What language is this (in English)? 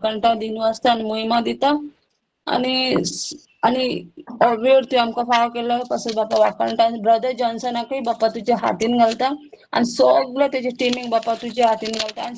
Konkani